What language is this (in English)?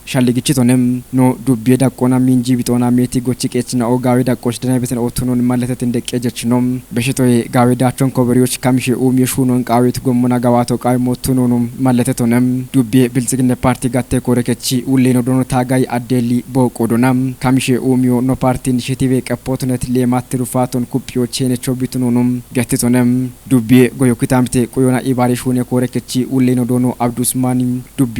Kafa